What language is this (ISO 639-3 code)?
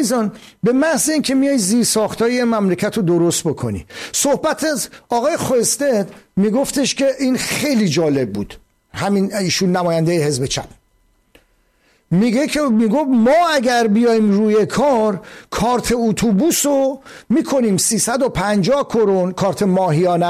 fas